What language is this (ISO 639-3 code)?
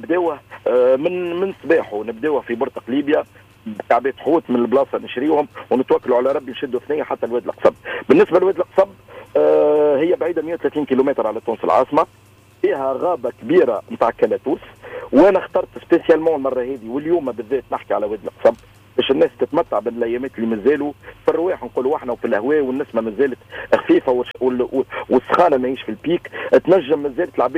aeb